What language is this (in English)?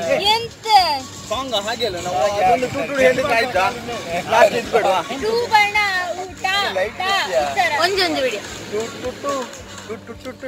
Kannada